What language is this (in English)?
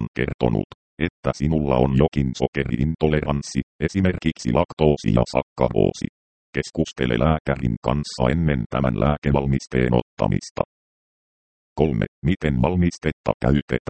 Finnish